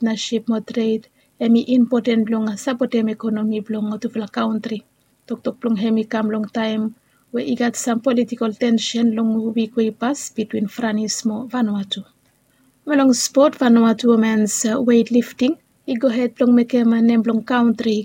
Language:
Bislama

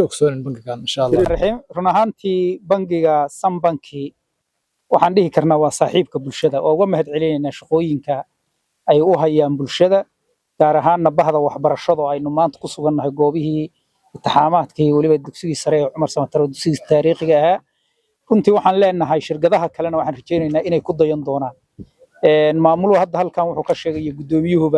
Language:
Somali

